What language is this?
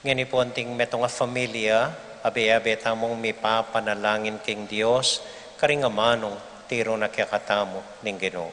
Pampanga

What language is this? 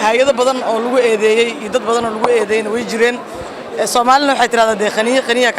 Somali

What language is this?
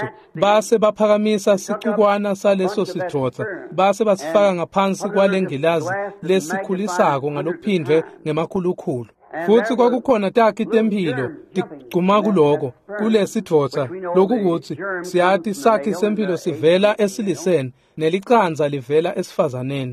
Swati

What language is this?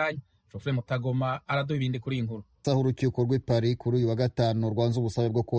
Kinyarwanda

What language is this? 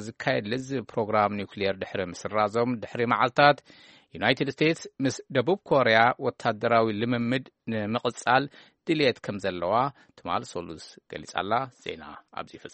Tigrinya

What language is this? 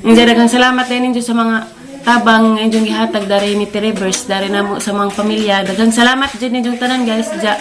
Cebuano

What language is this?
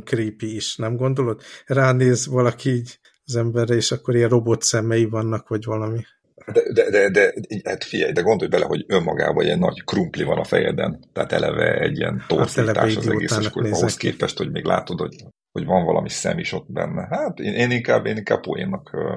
Hungarian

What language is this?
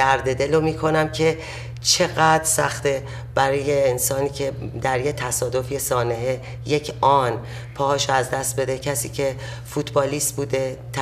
Persian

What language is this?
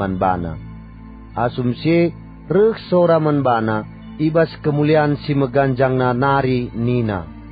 Batak Karo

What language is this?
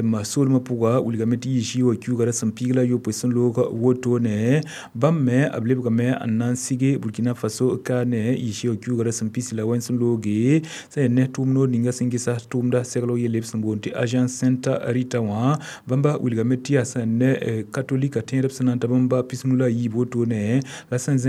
Mossi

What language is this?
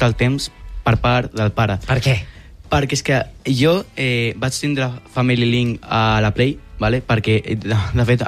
Catalan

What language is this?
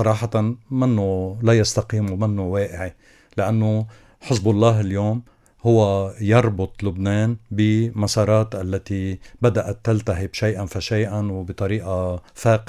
North Levantine Arabic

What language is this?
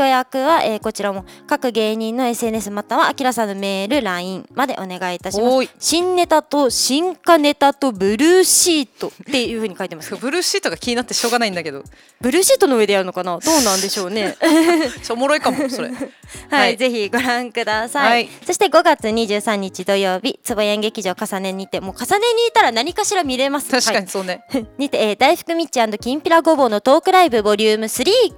Japanese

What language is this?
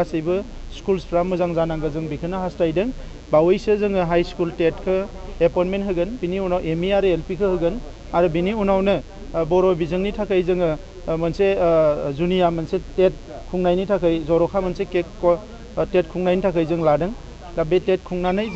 Bodo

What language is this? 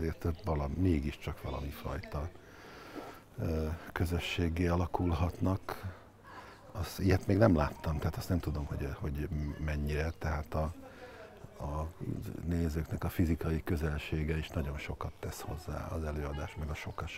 Hungarian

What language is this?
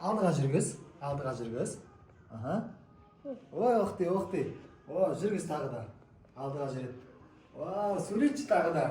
Kazakh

